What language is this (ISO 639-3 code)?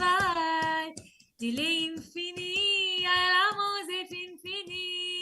mfe